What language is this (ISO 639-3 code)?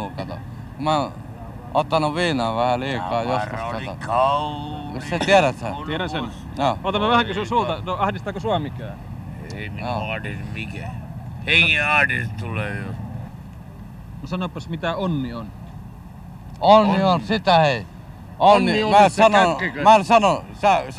fin